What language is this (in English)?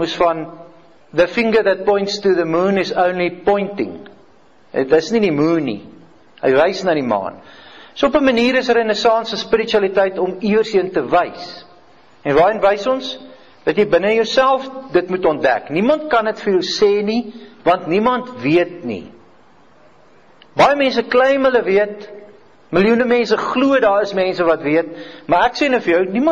Afrikaans